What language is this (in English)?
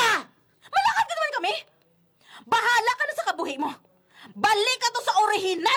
Hiligaynon